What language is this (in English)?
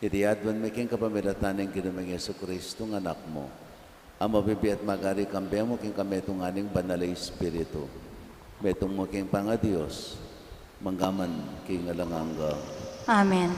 Pampanga